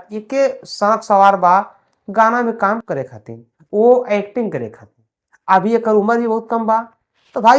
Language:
Bhojpuri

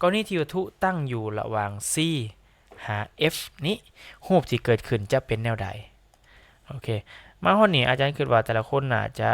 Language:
Lao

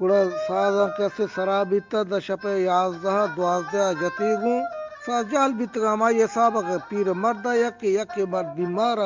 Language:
Eastern Balochi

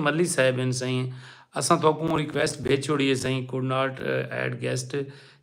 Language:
Saraiki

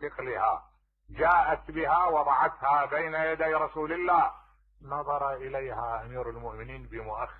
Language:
Mesopotamian Arabic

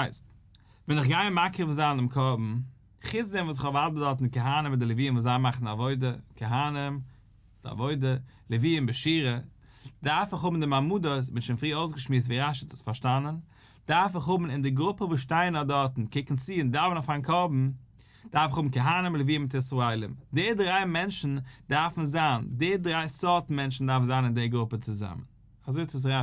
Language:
Yiddish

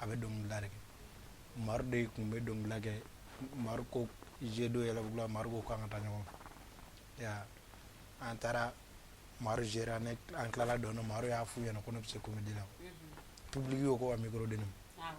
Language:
Bambara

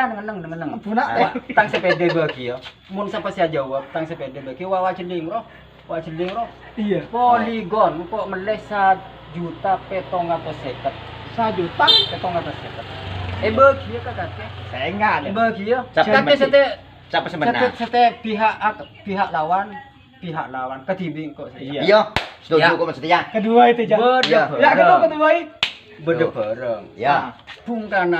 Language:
Madurese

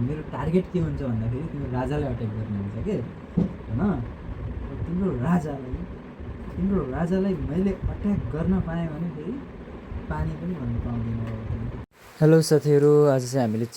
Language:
Nepali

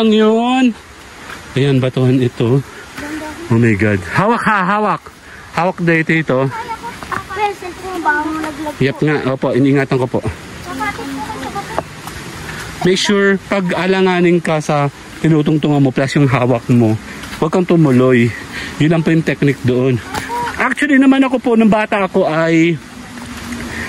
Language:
Filipino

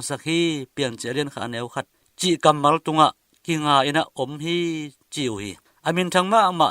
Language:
Tedim Chin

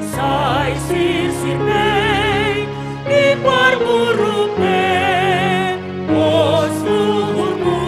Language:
Batak Simalungun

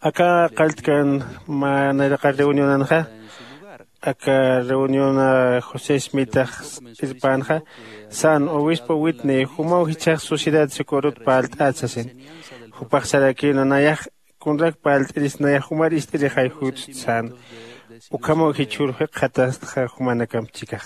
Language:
Aymara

